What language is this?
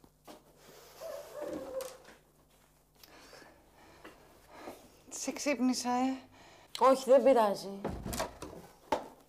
Greek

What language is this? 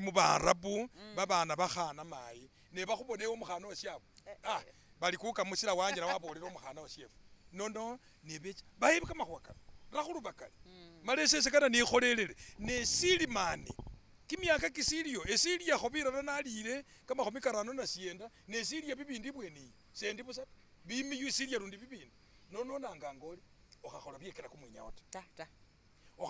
Masaaba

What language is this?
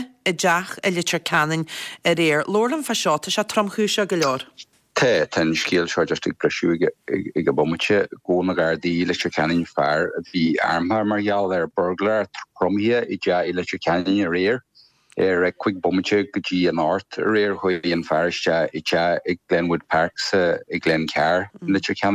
Irish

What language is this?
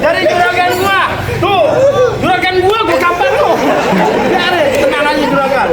Betawi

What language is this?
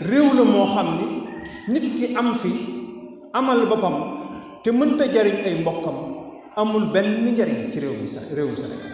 Wolof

